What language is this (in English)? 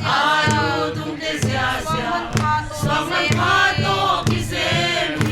Paite Chin